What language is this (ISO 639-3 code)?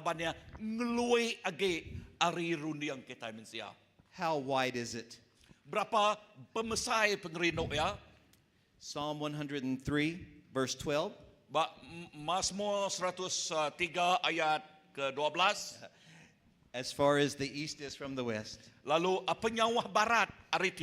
iba